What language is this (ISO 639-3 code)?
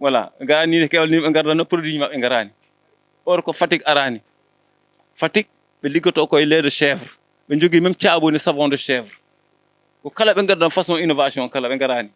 ful